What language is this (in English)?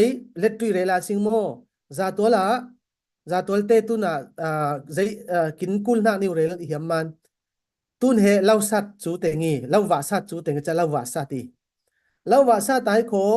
Falam Chin